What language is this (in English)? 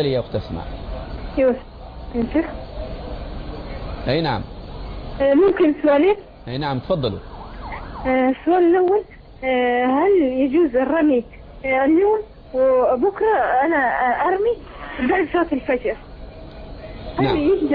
Arabic